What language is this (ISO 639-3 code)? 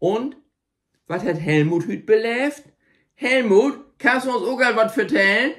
nds